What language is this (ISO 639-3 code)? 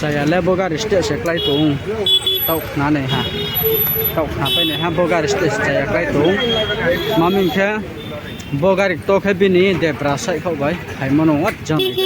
ria